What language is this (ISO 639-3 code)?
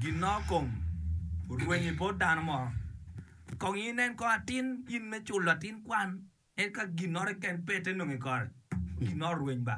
ach